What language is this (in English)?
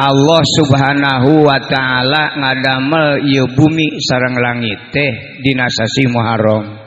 Sundanese